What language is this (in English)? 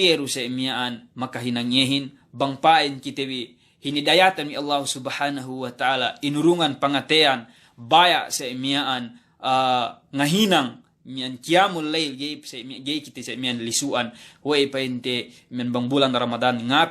Yakan